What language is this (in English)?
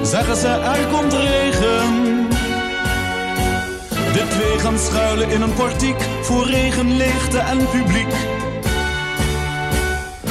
Dutch